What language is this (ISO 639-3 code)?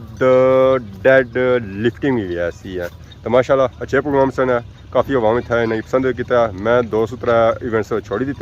phr